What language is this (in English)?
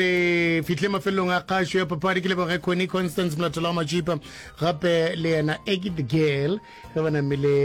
Northern Sotho